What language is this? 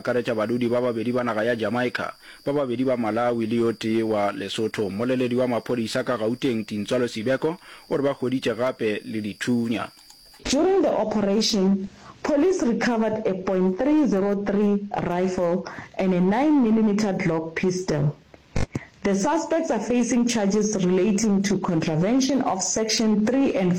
Northern Sotho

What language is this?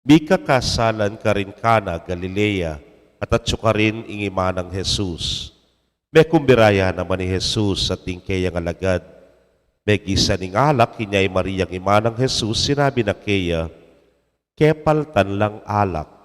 Pampanga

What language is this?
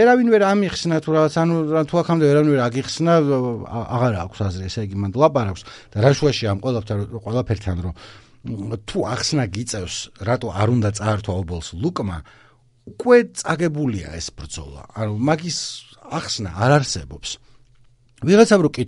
Georgian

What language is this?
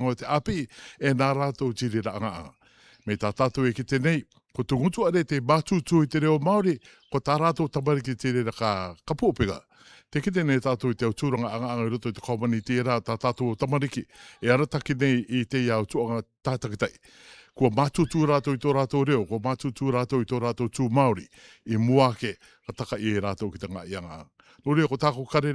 Rarotongan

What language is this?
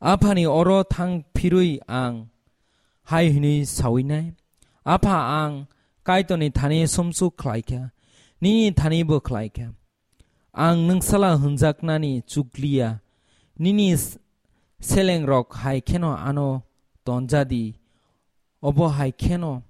Kok Borok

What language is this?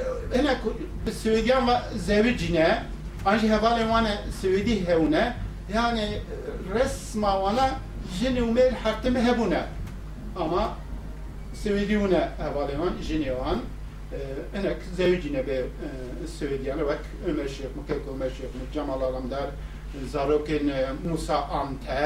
Kurdish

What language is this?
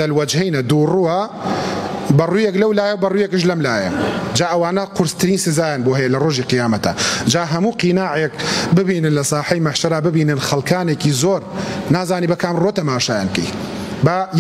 Central Kurdish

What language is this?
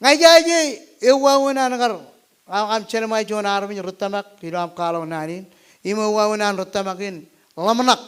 Marshallese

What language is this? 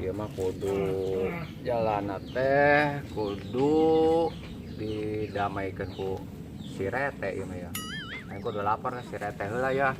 Sundanese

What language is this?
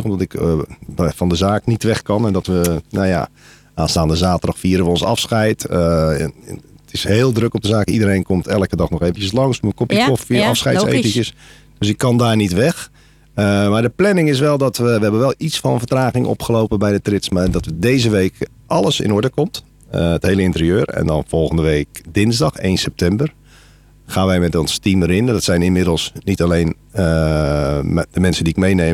Dutch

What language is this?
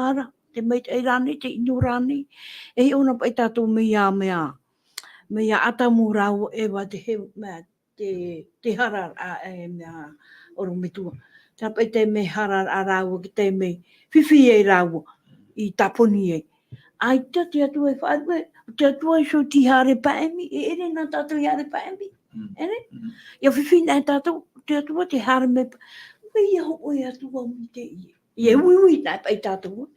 Tahitian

